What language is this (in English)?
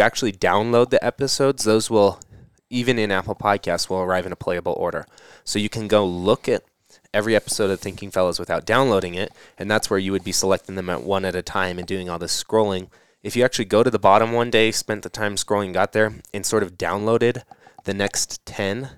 English